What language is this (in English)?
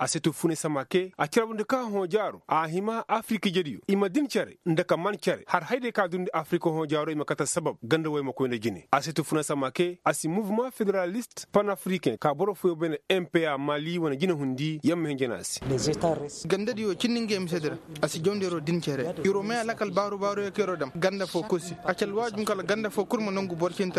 Koyraboro Senni